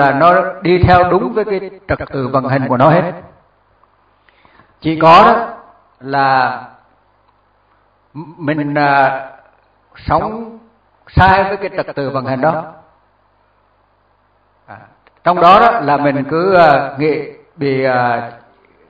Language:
Vietnamese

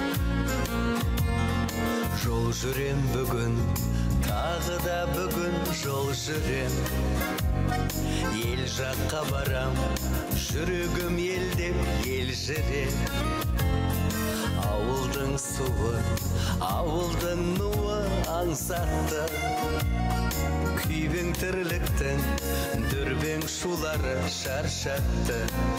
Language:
Kazakh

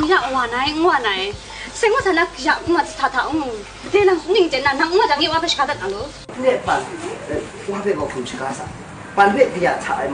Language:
Kachin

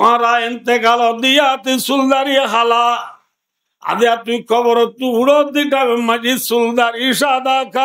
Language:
Rohingya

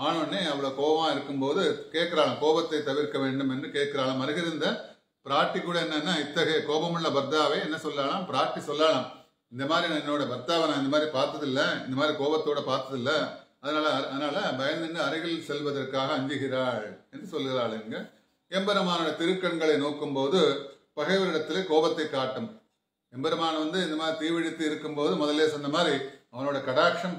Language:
Tamil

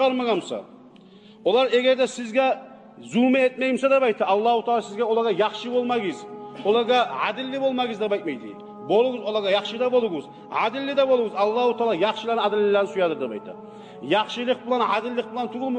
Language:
Kumyk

